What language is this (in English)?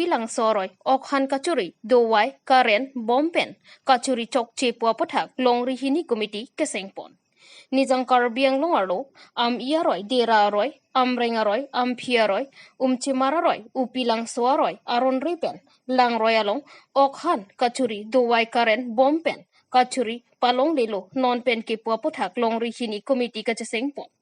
Karbi